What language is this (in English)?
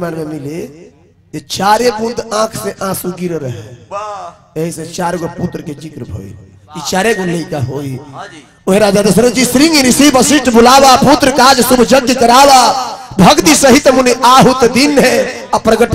Bhojpuri